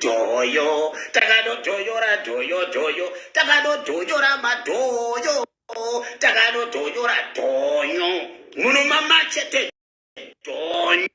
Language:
Shona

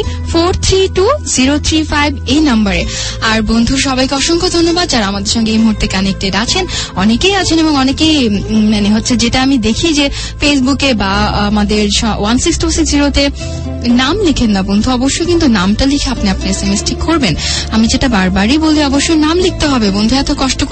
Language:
Bangla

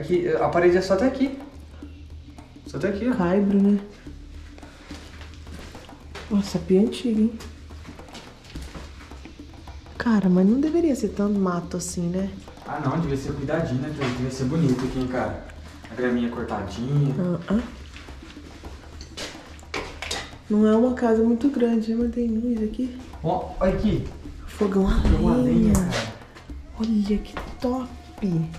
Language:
Portuguese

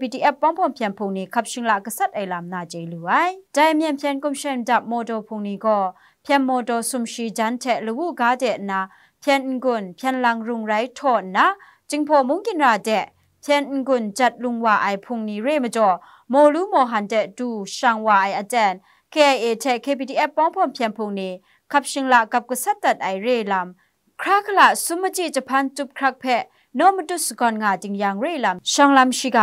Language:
Kachin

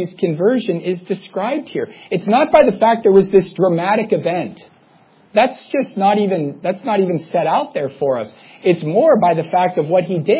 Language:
English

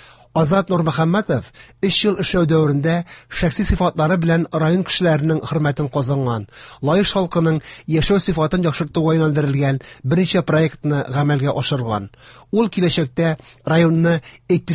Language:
Tatar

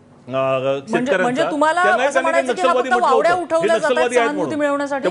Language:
Marathi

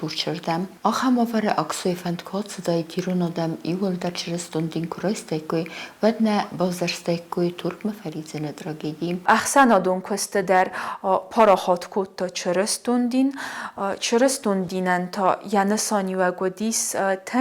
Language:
Ossetic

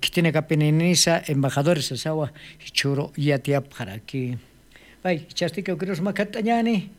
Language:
Aymara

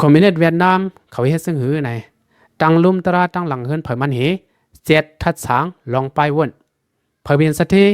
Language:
Lao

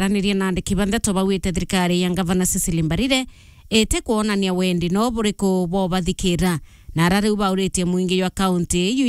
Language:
Meru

